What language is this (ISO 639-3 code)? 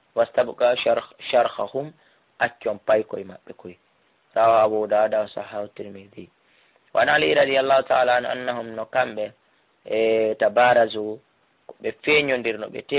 ful